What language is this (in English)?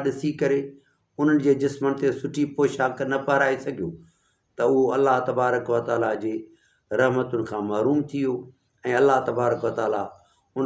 Sindhi